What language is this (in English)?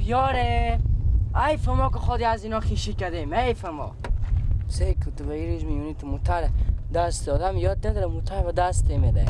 Persian